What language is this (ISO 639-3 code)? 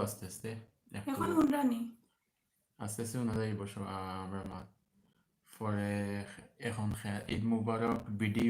syl